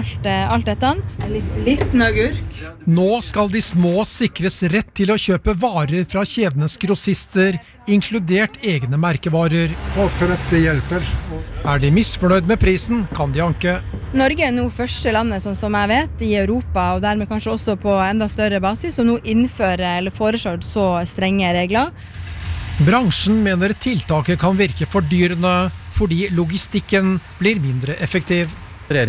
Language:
Norwegian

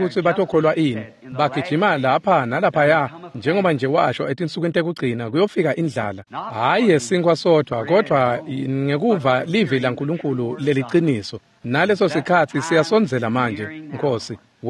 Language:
Swati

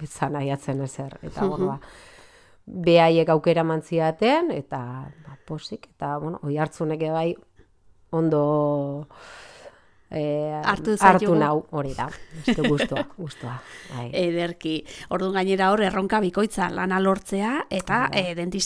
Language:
Basque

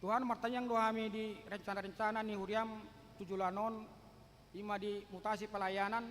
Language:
Batak Toba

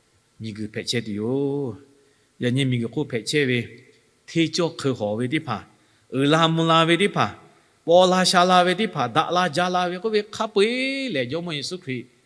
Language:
Lahu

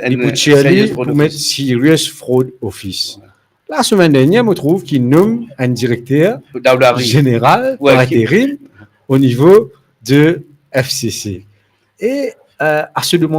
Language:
Morisyen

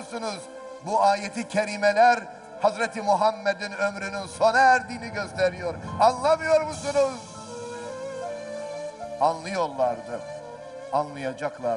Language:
Turkish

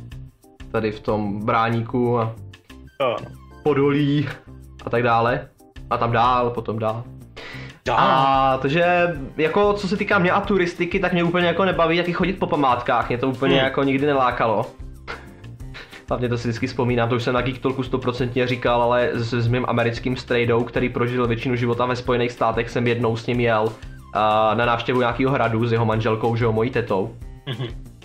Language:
Czech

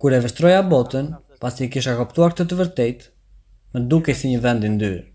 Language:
Albanian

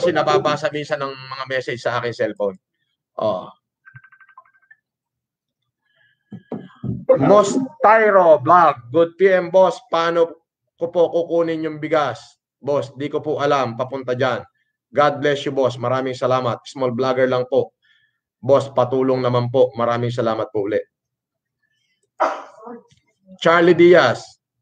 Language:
Filipino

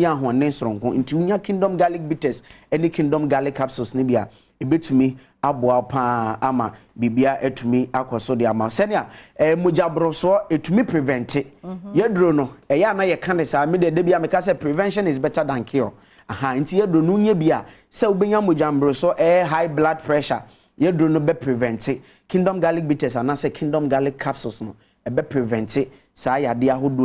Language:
Akan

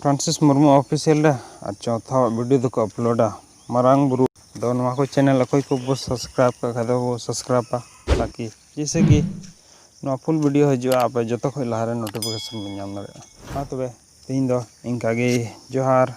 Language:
Santali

